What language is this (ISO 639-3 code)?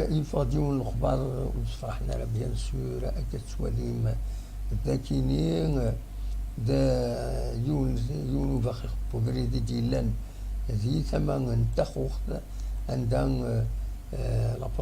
kab